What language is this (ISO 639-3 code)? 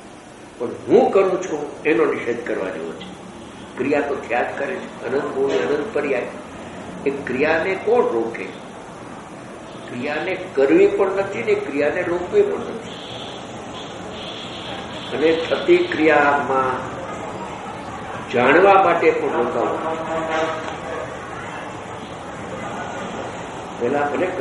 guj